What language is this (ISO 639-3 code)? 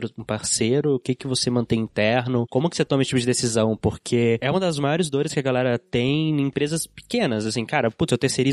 por